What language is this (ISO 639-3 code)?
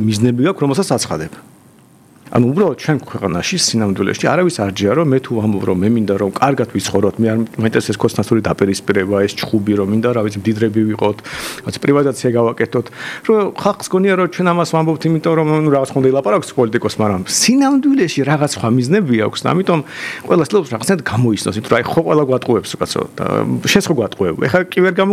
kat